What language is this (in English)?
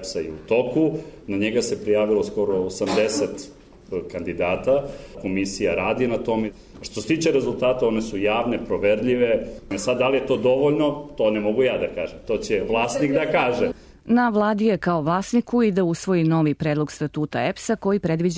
Serbian